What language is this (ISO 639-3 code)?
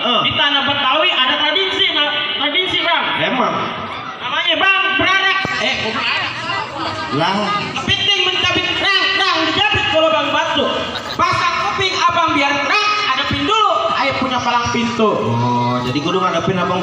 bew